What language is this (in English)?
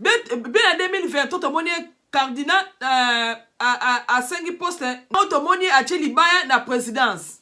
Lingala